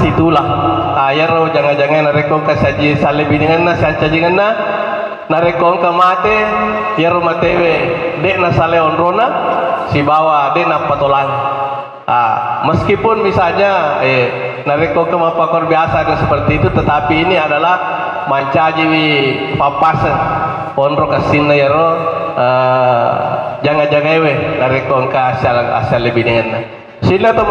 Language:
Buginese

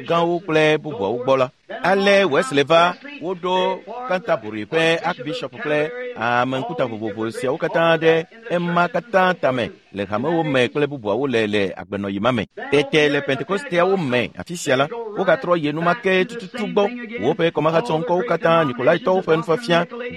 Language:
Ewe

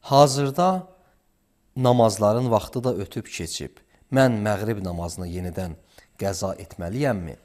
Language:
Azerbaijani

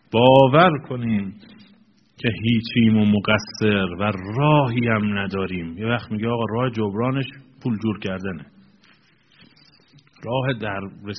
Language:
Persian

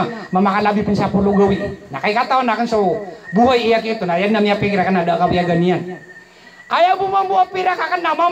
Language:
Maranao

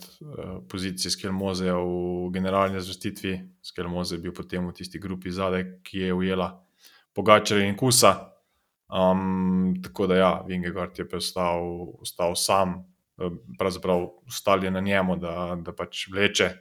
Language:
Slovenian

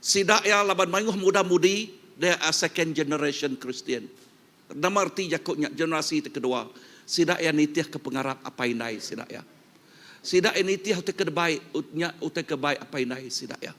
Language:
Iban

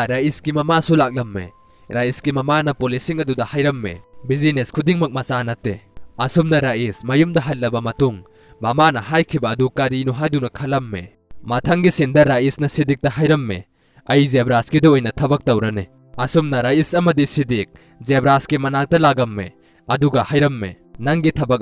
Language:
Manipuri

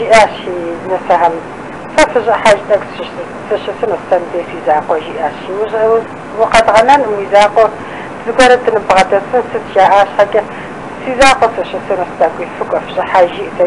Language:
Kabardian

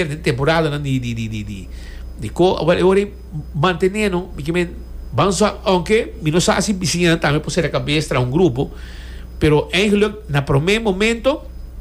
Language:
Papiamento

